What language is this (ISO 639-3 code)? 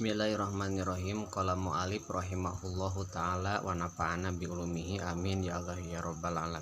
sun